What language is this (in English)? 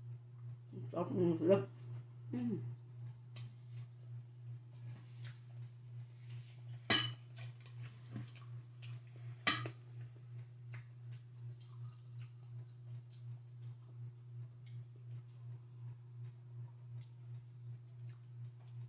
Filipino